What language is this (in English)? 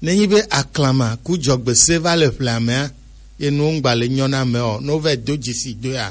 Gen